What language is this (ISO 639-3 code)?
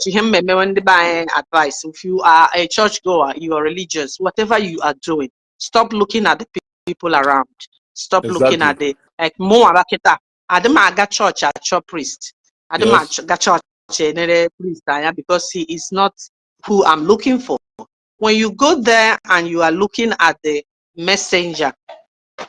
ibo